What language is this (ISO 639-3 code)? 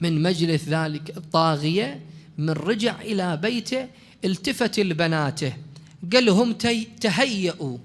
acm